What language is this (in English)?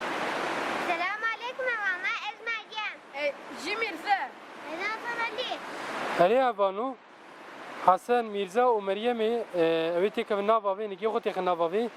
Kurdish